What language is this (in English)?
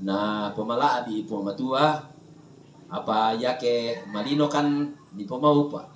Toraja-Sa'dan